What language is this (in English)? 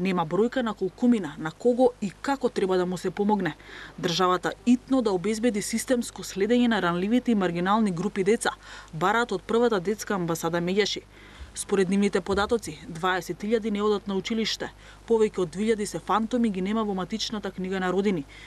Macedonian